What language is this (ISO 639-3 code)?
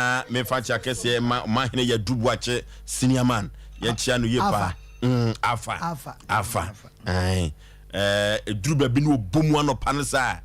aka